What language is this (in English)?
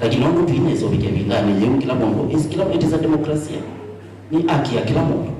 Kamba